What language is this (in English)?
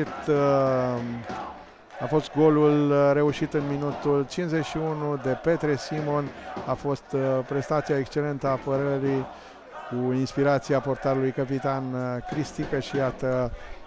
Romanian